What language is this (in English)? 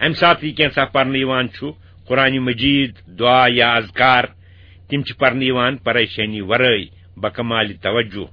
Kashmiri